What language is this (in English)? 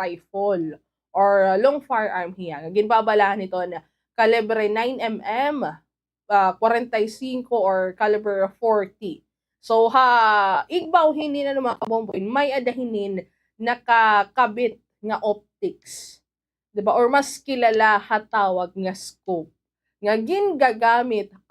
Waray